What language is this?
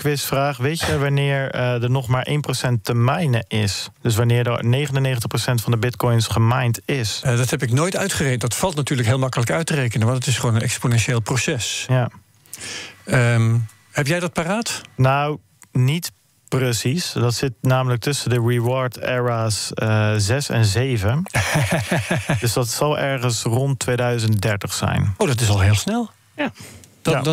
Dutch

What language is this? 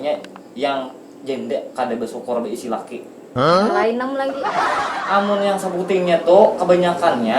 Banjar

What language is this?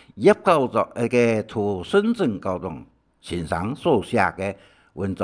Hakka Chinese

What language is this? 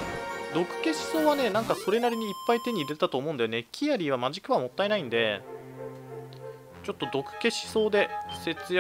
Japanese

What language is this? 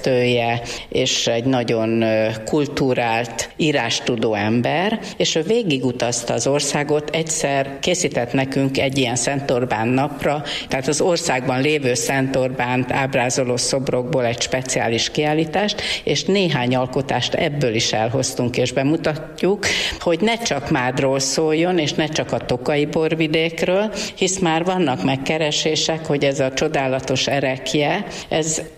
Hungarian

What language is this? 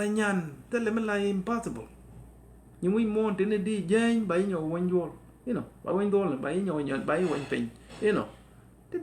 Nuer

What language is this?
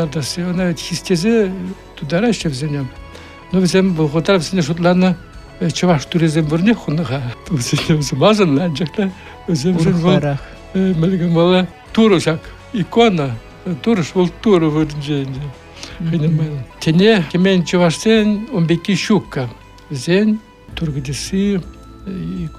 Chuvash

